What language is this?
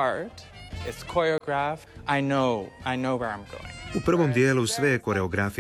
Croatian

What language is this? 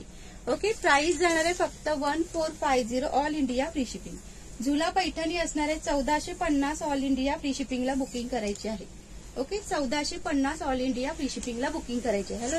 Marathi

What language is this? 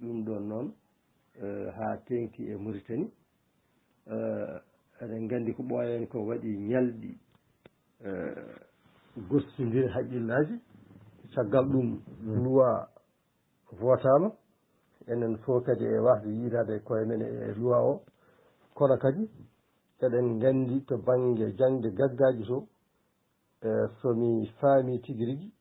Fula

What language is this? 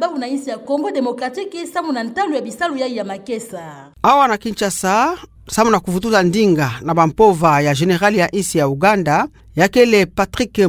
Kituba (Democratic Republic of Congo)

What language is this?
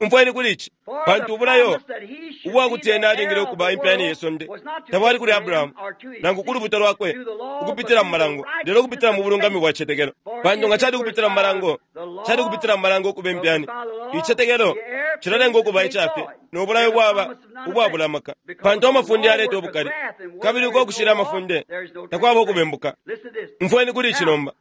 Bemba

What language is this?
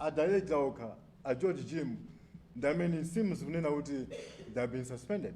Nyanja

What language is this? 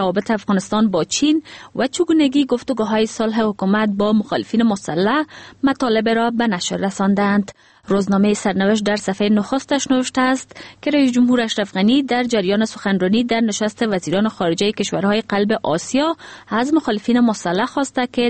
Persian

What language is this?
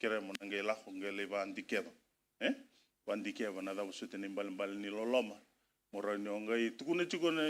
Fijian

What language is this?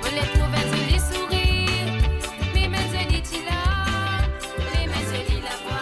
Morisyen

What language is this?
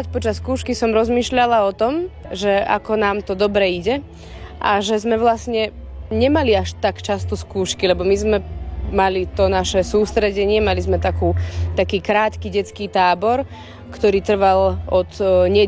Slovak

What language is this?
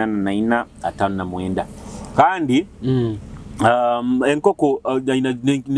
Nyoro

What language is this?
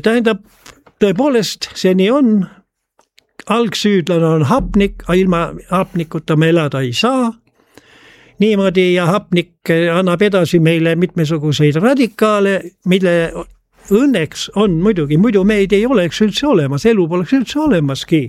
Estonian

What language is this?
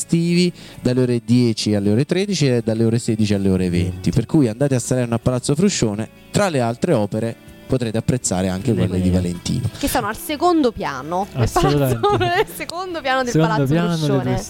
Italian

